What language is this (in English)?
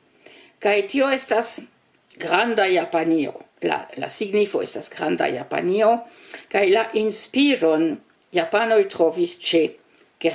Esperanto